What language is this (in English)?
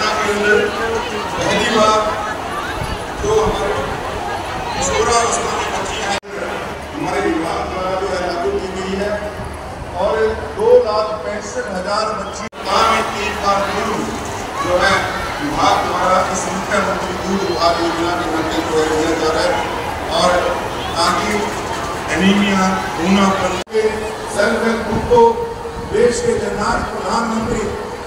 Hindi